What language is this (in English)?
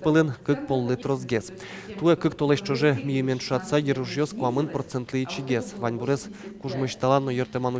Udmurt